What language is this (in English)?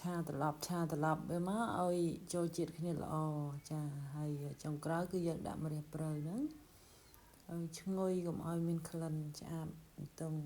Khmer